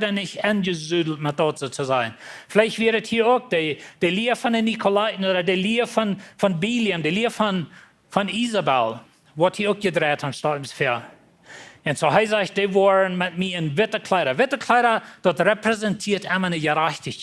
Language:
Plautdietsch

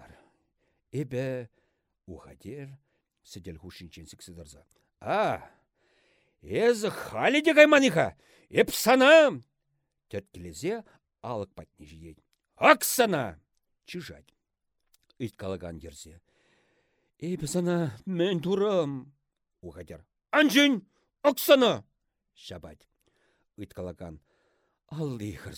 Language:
Chuvash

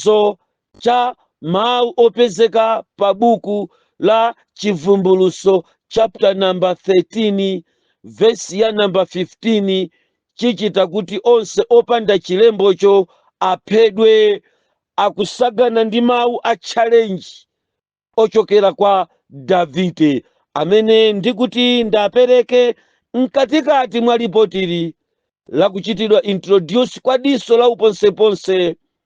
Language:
Nyanja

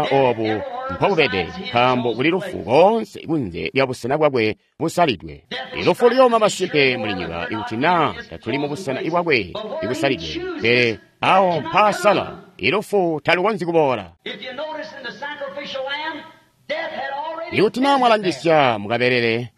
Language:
Tonga (Zambia)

